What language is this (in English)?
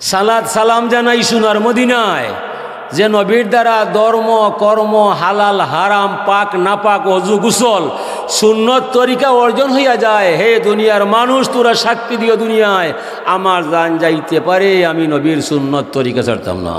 Sylheti